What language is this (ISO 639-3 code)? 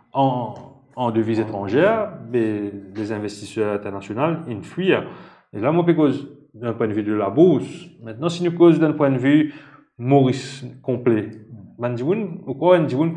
mfe